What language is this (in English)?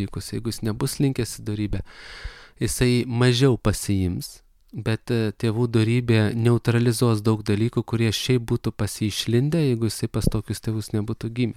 Lithuanian